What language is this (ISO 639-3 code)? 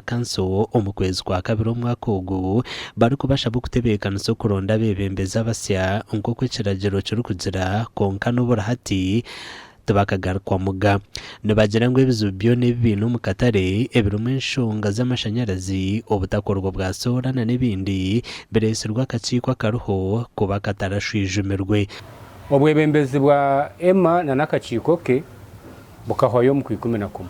nyn